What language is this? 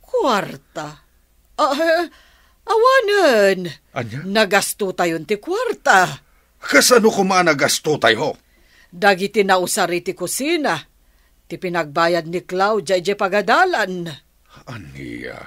Iloko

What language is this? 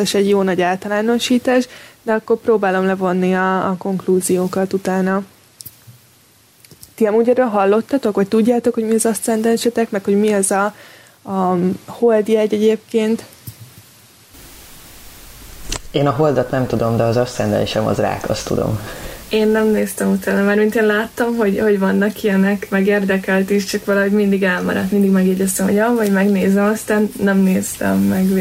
Hungarian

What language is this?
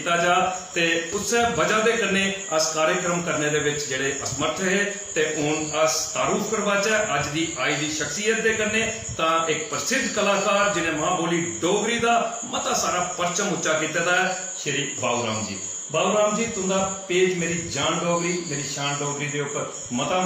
Dogri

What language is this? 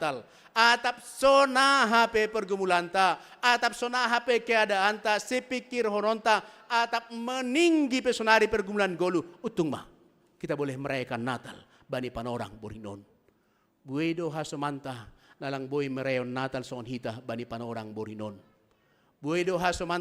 Batak Simalungun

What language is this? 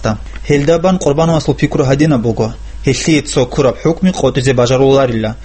Avaric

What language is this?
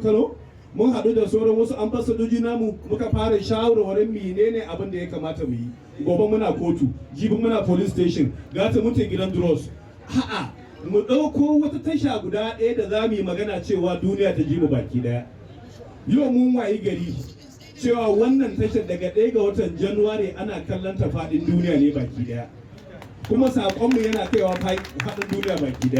Hausa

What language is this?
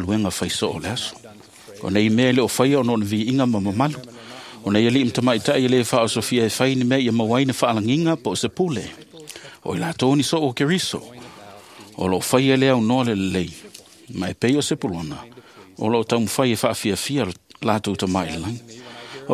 Samoan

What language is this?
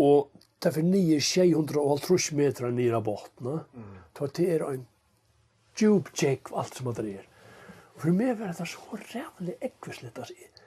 Faroese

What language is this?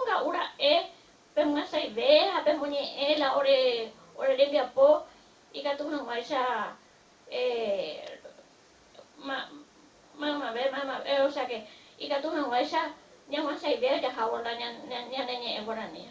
Guarani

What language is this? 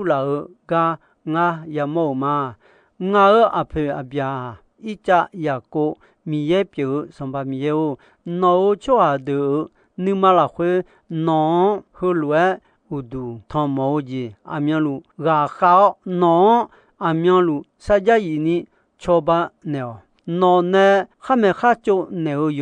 Akha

